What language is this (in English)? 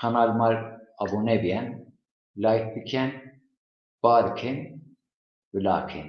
Zaza